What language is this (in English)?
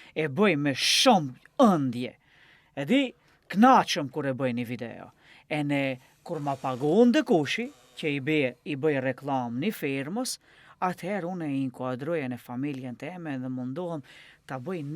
Albanian